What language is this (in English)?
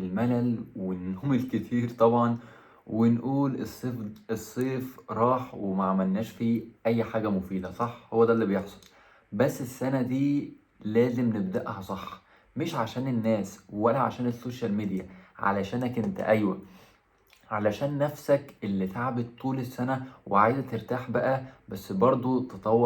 Egyptian Arabic